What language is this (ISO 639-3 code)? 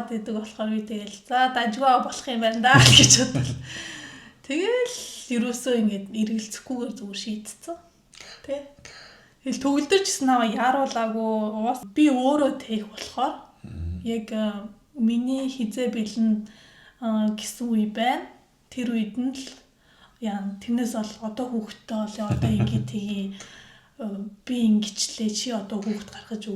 mon